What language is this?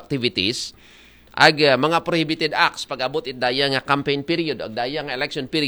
Aklanon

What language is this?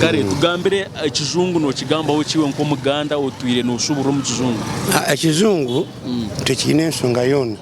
Nyankole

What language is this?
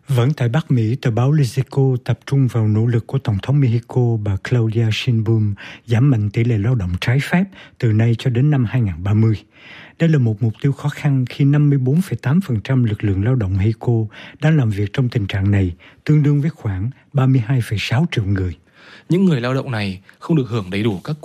Vietnamese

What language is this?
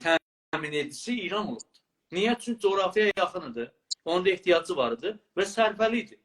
South Azerbaijani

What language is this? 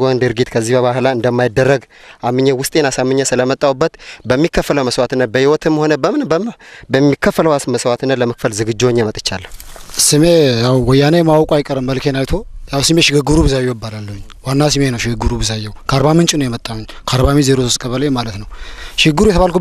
Amharic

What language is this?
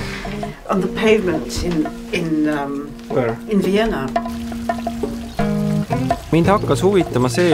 Estonian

